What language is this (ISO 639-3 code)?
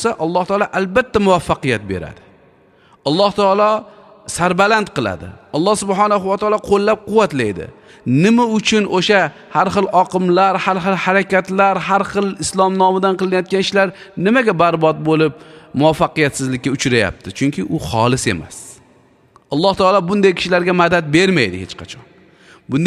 uzb